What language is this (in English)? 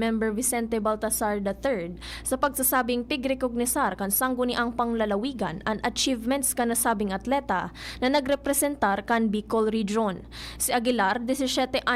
Bikol